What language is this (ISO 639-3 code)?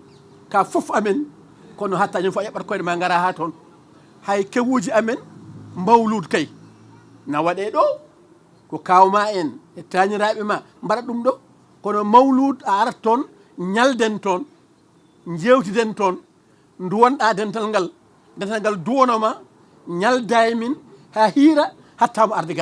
ful